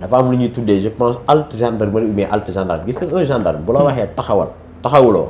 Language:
Wolof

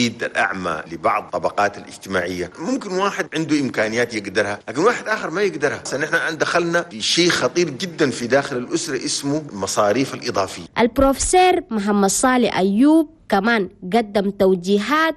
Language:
Chadian Arabic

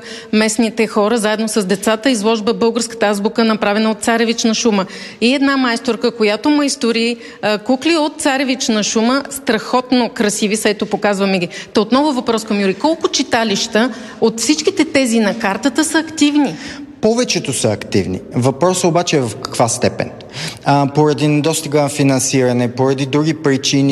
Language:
Bulgarian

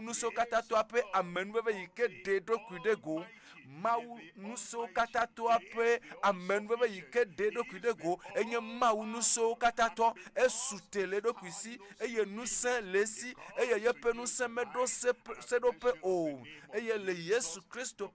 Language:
Ewe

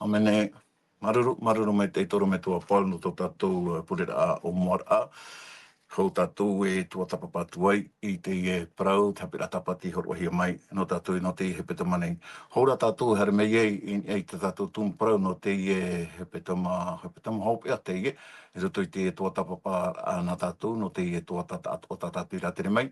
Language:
Tahitian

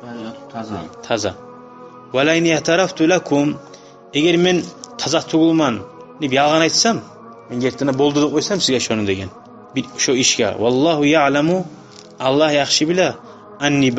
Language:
Kumyk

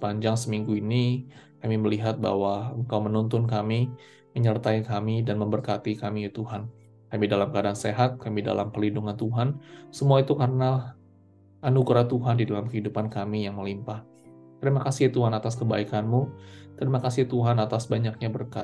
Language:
Indonesian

